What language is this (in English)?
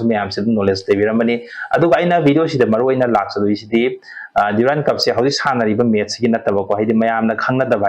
Manipuri